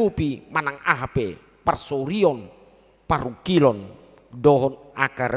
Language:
Batak Toba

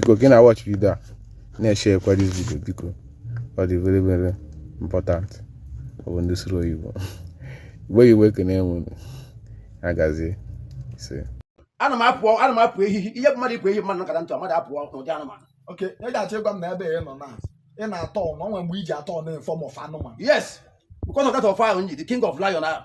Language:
Igbo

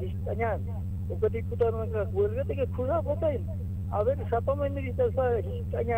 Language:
Aymara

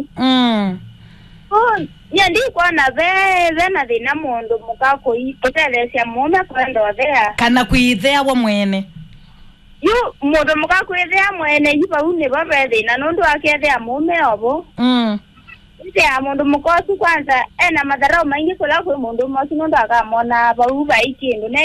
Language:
Kamba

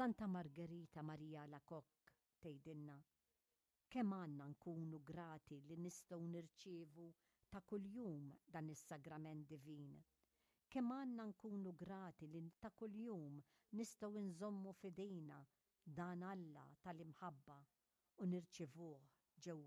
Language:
Maltese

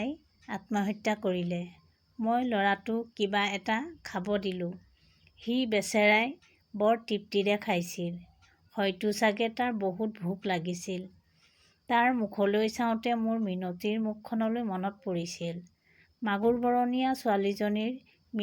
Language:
Assamese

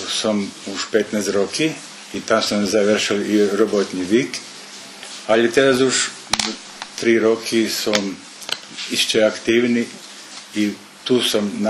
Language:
Rusyn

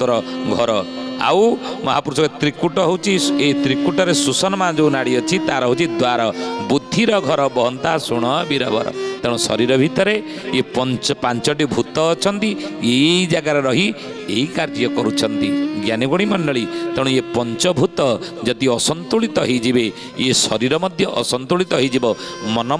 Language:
Odia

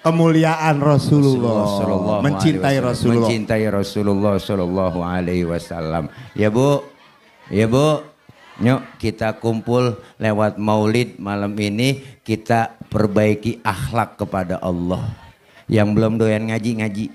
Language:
Betawi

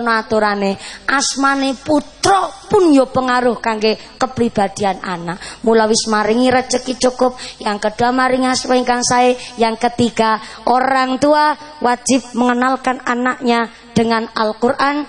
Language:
Javanese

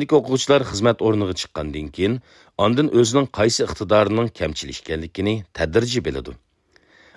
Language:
Uyghur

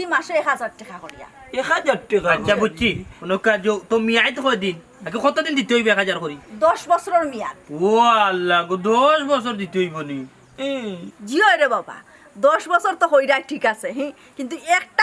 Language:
Sylheti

